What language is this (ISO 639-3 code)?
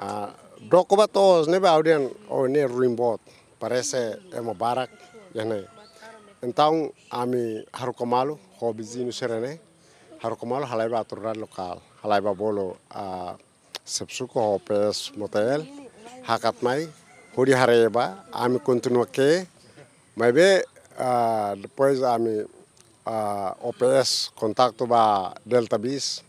tet